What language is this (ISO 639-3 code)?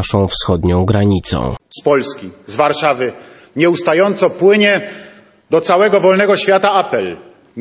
pol